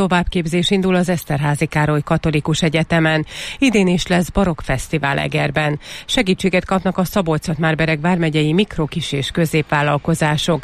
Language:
Hungarian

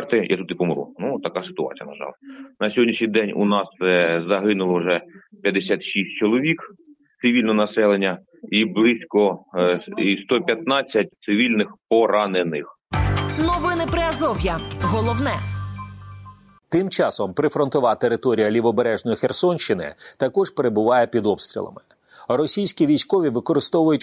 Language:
Ukrainian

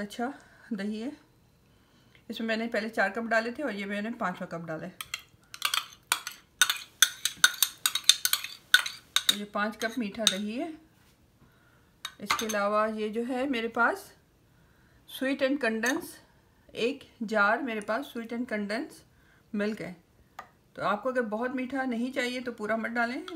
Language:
Hindi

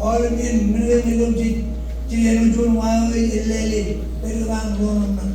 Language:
Marshallese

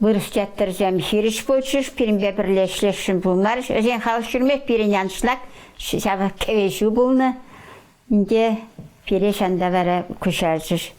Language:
Chuvash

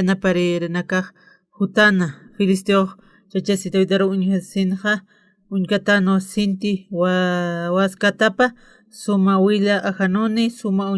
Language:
Aymara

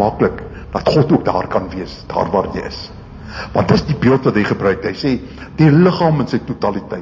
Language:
Afrikaans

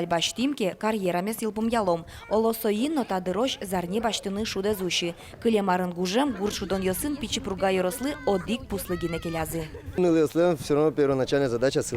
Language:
Udmurt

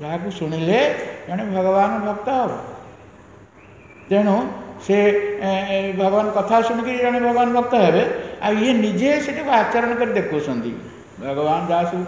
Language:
Odia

